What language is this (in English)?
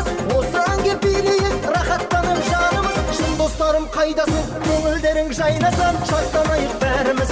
Kara-Kalpak